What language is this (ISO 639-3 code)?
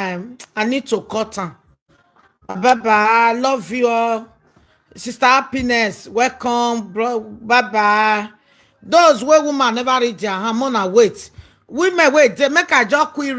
pcm